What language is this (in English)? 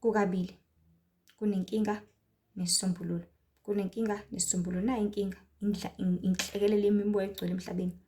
Zulu